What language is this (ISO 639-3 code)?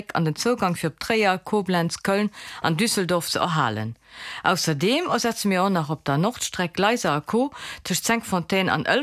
ltz